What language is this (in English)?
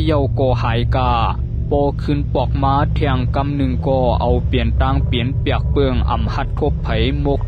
Shan